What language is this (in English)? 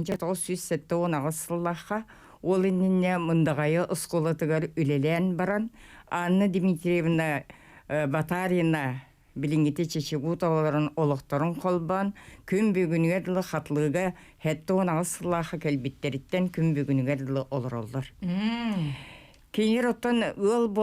Yakut